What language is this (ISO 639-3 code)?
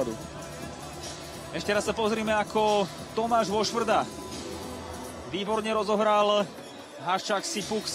slk